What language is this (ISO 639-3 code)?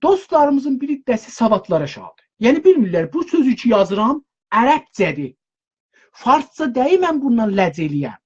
azb